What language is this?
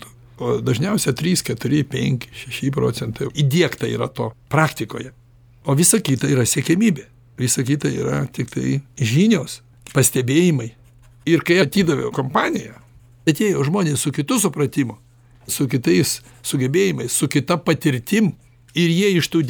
Lithuanian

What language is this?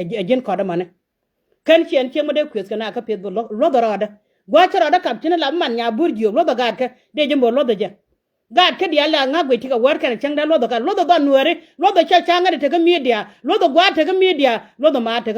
Nuer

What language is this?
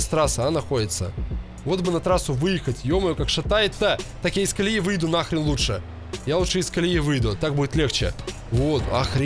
Russian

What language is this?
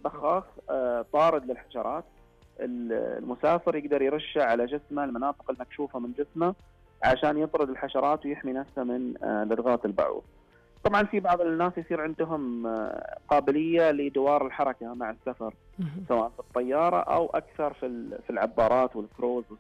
Najdi Arabic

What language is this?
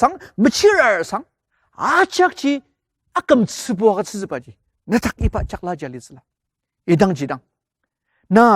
Ao Naga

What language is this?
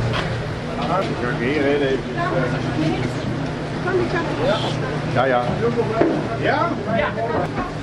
Dutch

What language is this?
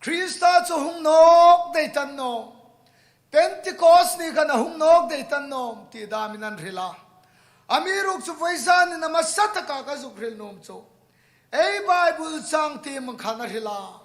Hmar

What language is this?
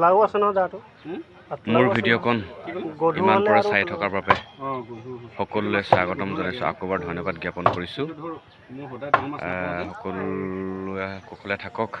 Assamese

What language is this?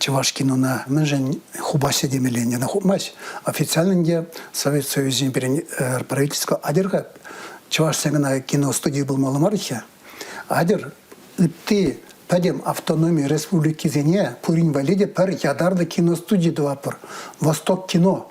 Chuvash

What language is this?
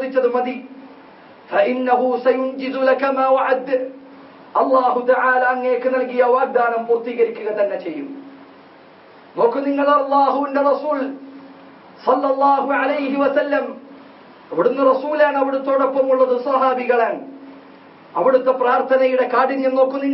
Malayalam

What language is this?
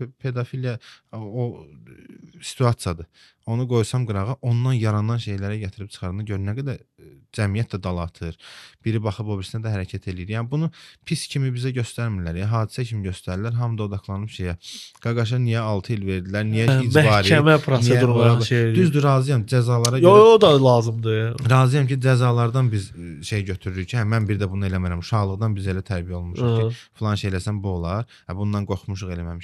Azerbaijani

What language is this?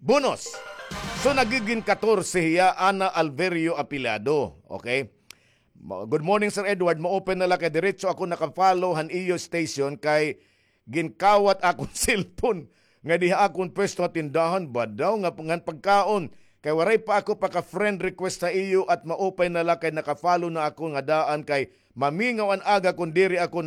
Waray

